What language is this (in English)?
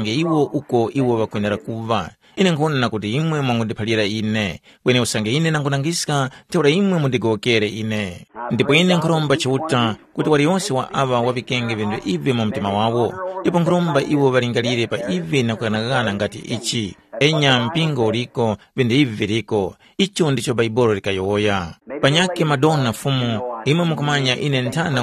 Tumbuka